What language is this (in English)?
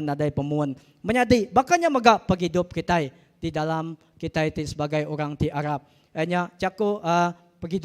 Iban